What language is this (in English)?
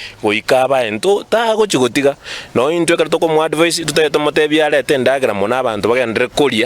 Gusii